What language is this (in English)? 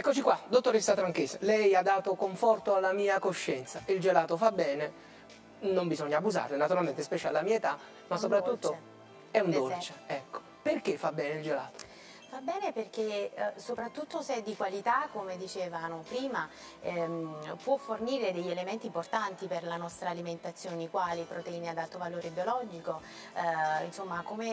Italian